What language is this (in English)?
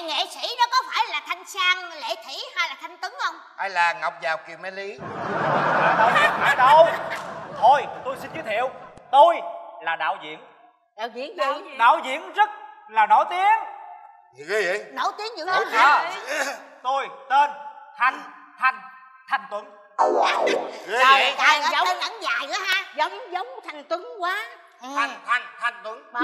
Vietnamese